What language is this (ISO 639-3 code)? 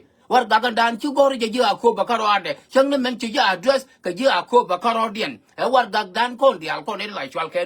nus